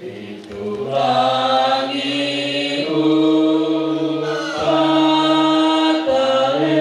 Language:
Toraja-Sa'dan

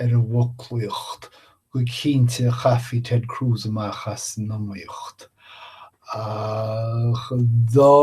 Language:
Irish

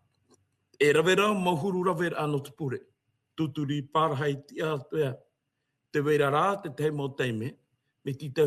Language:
Tahitian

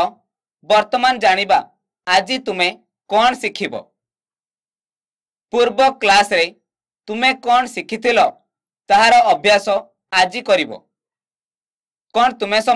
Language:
Odia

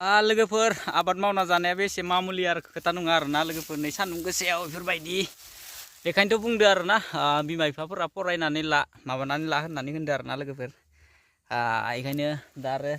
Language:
Bodo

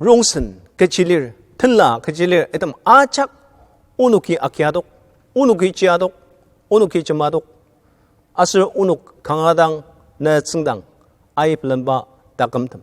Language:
Ao Naga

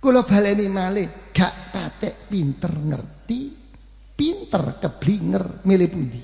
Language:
Javanese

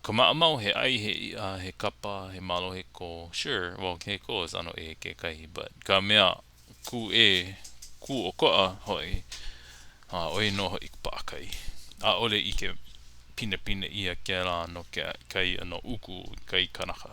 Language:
Hawaiian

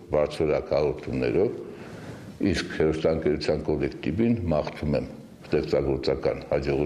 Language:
Armenian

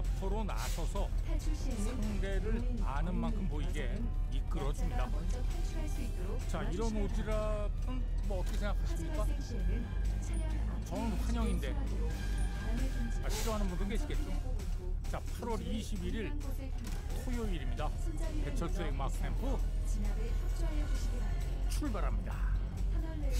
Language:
Korean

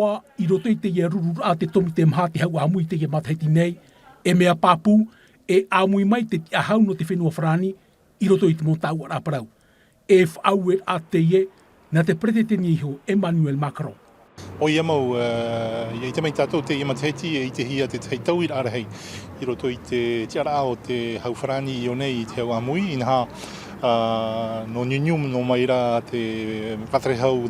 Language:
Tahitian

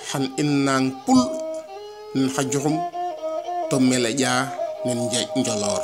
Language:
Serer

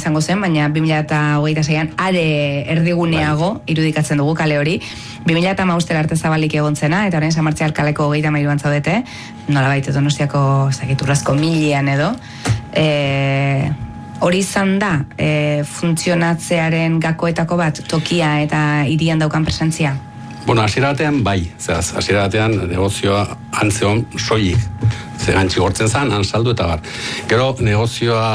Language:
Basque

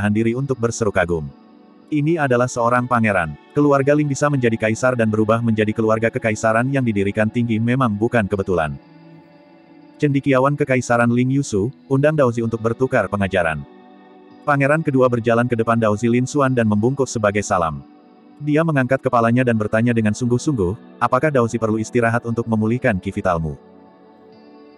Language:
Indonesian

